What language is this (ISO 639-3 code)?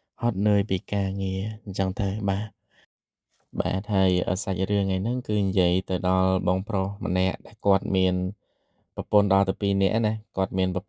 khm